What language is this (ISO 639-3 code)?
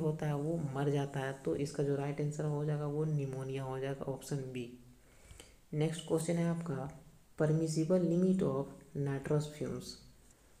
hin